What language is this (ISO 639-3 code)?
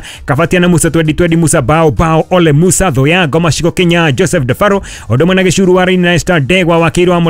kik